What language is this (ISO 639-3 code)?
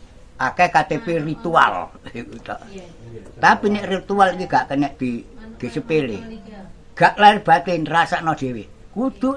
jav